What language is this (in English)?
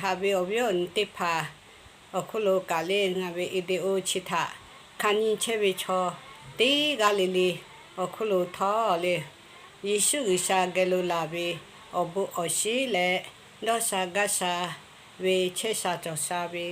Lahu